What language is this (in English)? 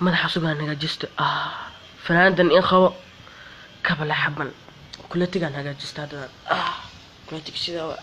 Somali